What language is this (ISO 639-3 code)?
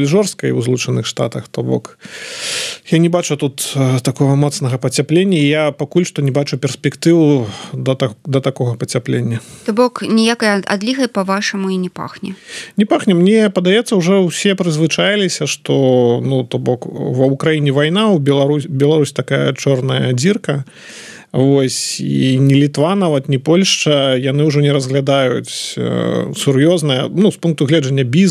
bel